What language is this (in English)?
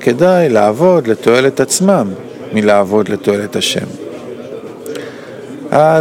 Hebrew